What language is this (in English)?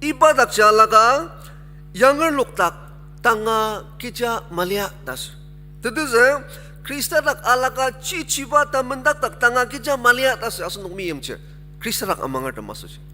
Ao Naga